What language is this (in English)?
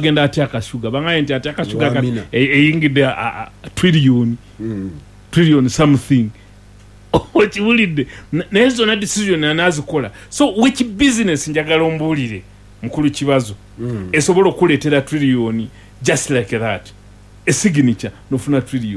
Ganda